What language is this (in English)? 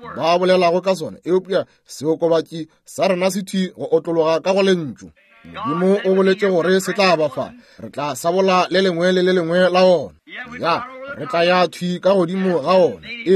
Northern Sotho